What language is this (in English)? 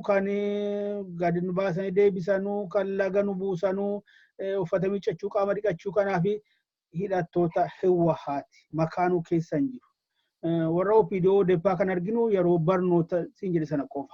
Oromo